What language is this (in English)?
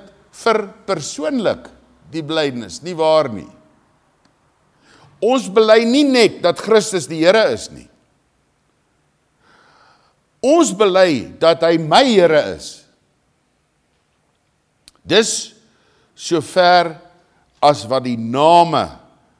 Afrikaans